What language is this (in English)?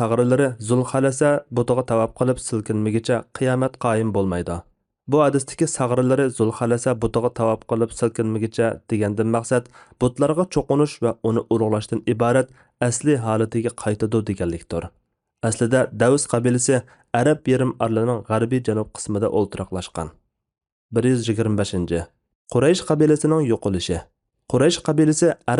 Uyghur